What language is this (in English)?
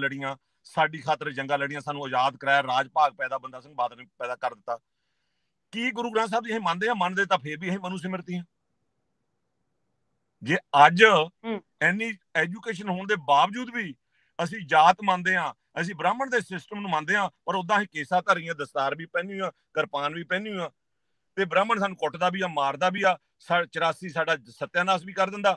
Punjabi